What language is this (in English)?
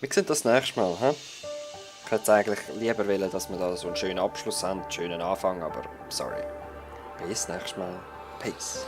Swiss German